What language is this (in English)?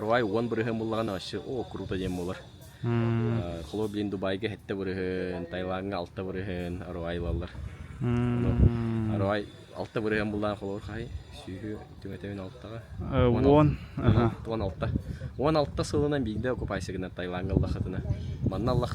Yakut